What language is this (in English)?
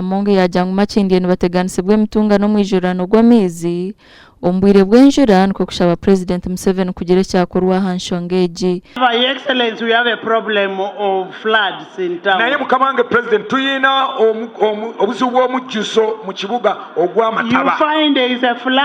Nyankole